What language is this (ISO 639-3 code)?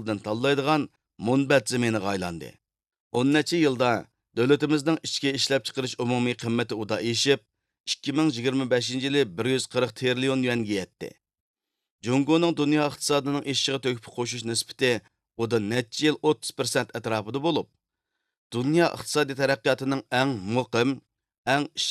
uig